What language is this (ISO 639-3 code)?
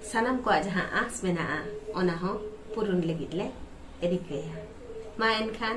sat